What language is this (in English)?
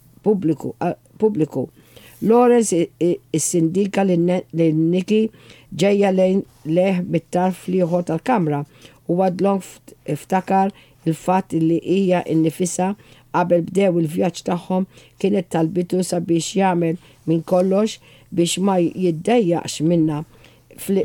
Maltese